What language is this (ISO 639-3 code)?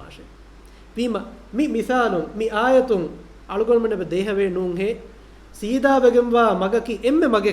div